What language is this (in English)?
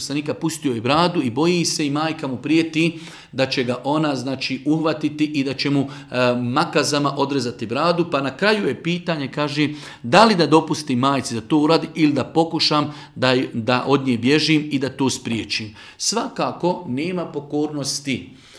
Bosnian